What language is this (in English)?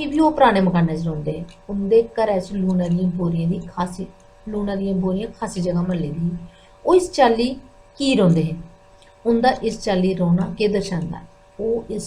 Dogri